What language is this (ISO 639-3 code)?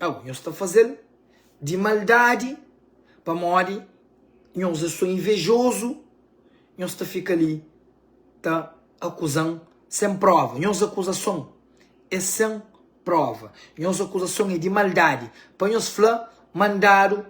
kea